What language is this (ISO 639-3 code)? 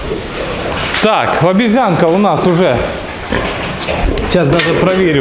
ukr